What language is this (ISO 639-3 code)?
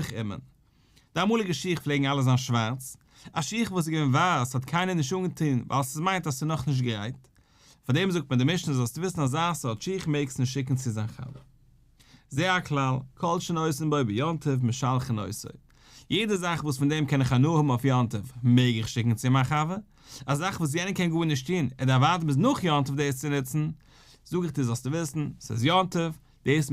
yid